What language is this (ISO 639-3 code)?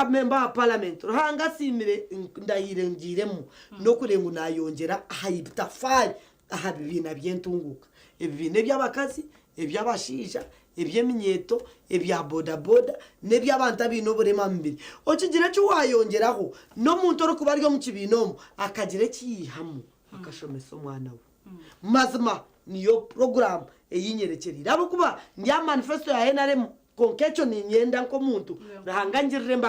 nyn